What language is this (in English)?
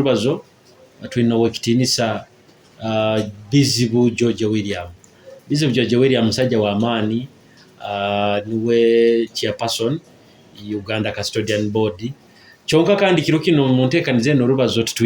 Nyoro